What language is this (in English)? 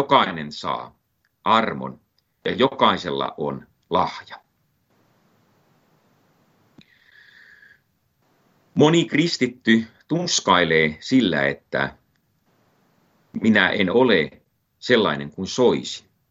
Finnish